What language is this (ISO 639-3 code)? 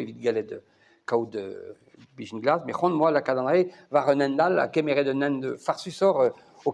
bre